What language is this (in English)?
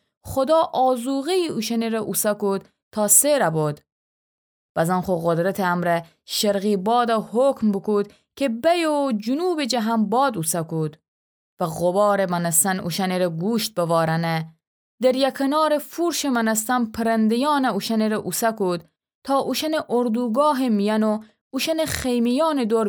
Gilaki